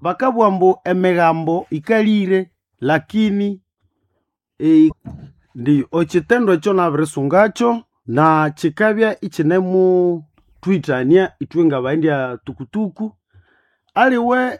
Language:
Nande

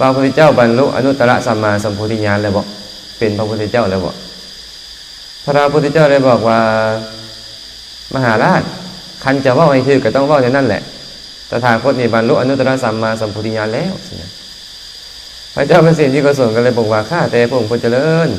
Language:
Lao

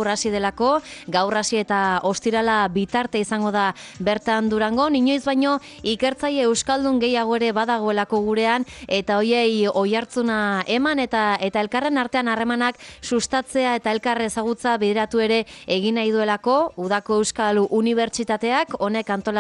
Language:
Basque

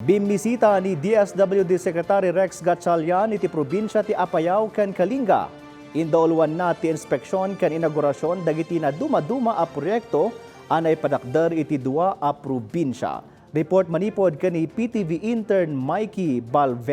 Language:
Iloko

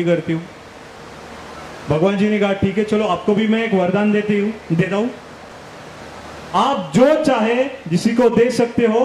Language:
Hindi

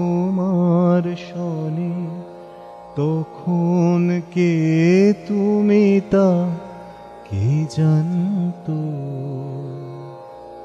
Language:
Bangla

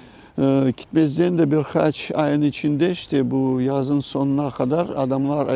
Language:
Crimean Tatar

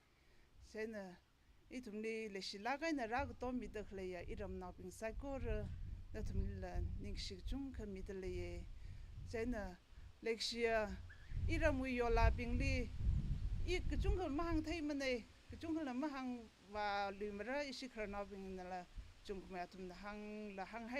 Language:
Tangkhul Naga (India)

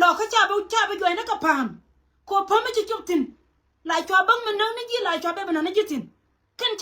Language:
Nuer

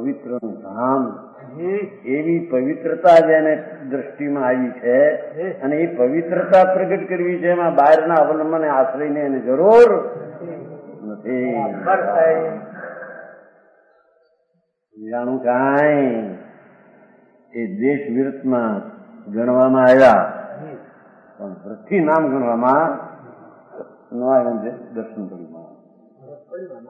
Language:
Gujarati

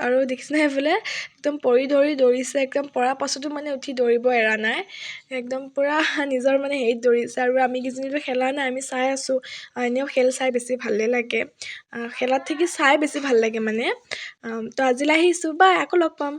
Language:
Assamese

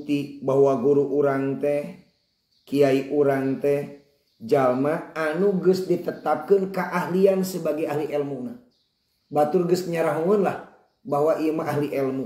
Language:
Sundanese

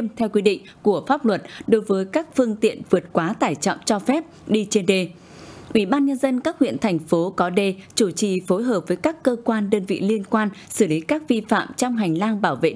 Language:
Vietnamese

